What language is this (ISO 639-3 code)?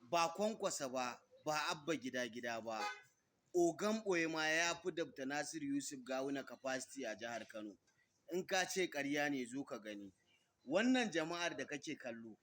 hau